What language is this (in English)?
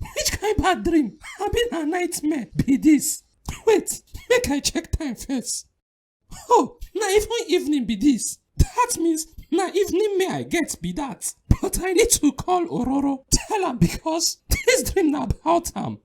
Nigerian Pidgin